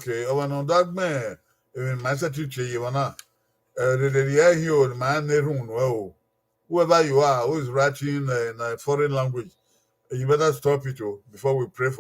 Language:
Bini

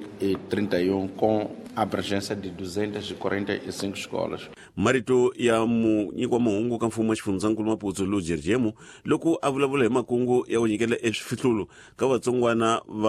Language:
Tsonga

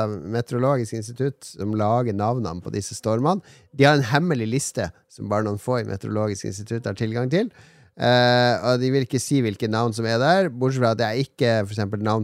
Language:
Norwegian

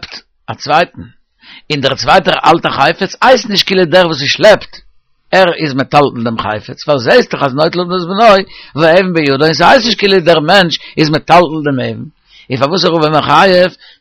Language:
Yiddish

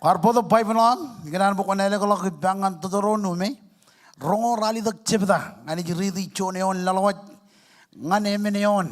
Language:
Marshallese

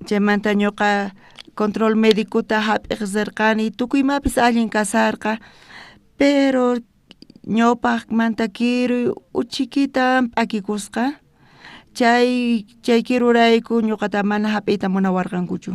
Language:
South Bolivian Quechua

